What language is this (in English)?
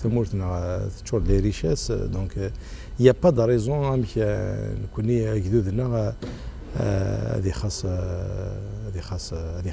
Kabyle